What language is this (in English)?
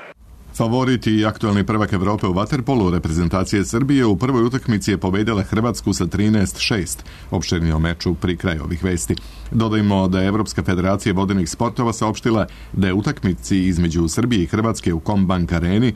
Serbian